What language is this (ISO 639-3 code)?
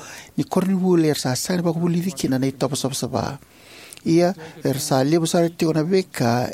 fij